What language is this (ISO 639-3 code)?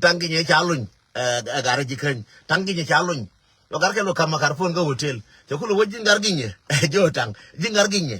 nus